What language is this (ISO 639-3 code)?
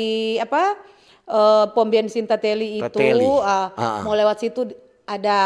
xmm